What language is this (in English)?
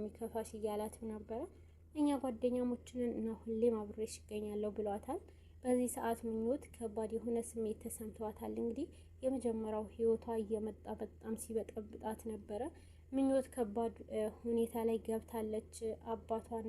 Amharic